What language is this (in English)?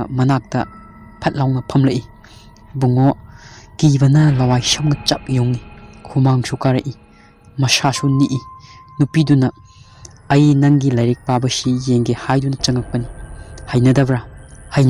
Manipuri